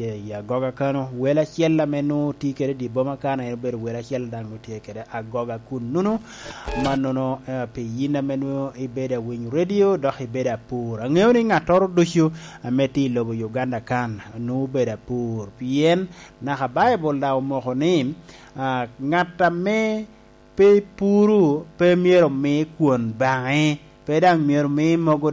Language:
Lango (Uganda)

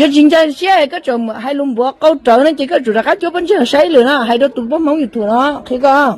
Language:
Hmong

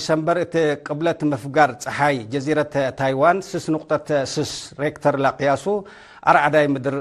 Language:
Tigre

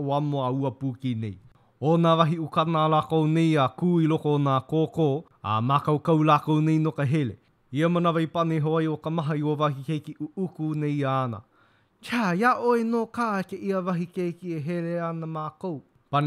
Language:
Hawaiian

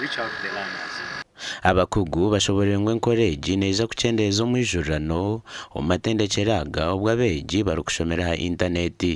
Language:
Nyankole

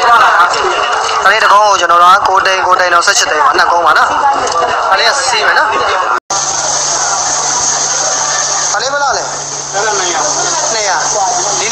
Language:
Burmese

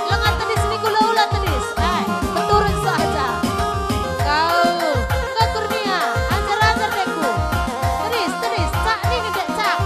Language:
Batak Karo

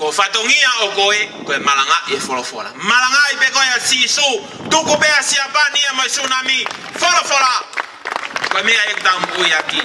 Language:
Tongan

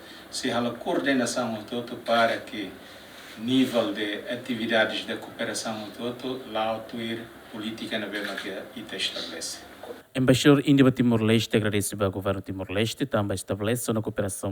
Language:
Tetum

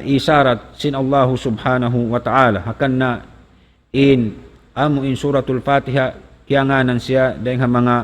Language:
Tausug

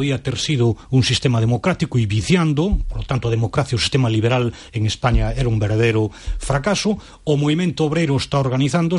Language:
Galician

